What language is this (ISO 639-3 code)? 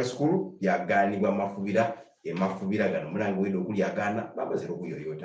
xog